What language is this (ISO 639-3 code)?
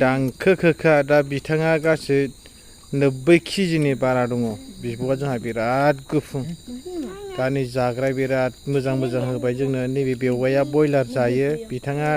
brx